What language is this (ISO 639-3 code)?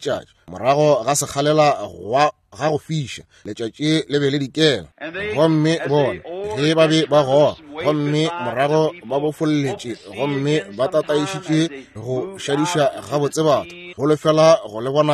nso